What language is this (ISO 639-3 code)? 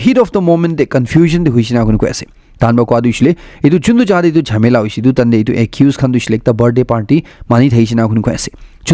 nag